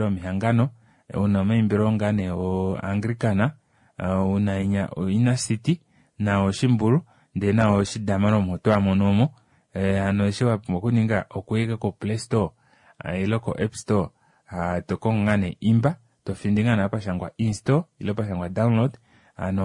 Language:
Kuanyama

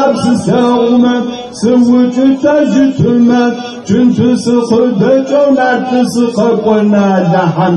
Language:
Kabardian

